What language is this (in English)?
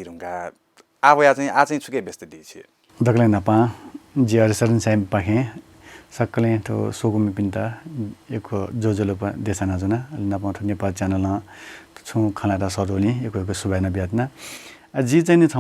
Newari